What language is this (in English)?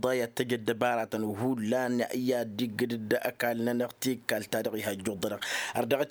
Tamasheq